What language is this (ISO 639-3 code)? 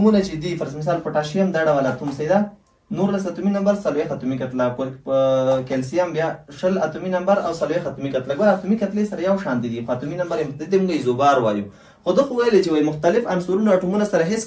pus